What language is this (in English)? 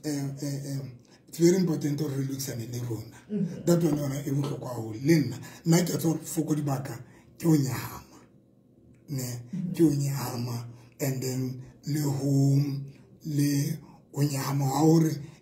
Southern Sotho